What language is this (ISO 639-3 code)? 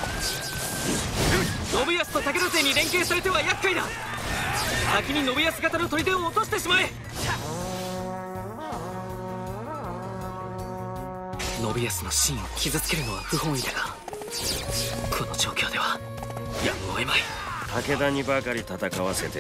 jpn